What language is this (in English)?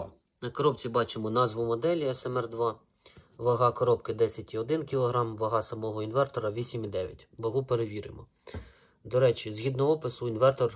Ukrainian